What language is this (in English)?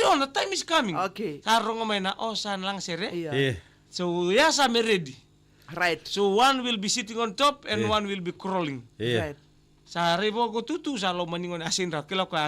Fijian